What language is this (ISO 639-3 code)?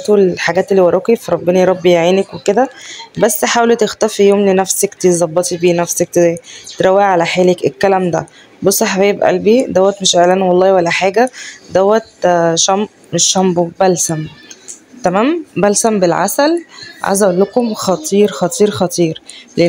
arz